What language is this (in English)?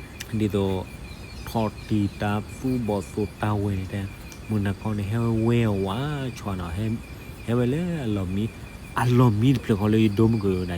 S'gaw Karen